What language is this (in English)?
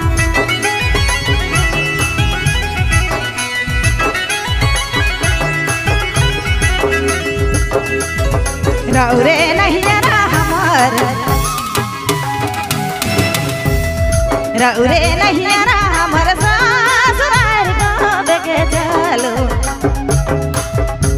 Sadri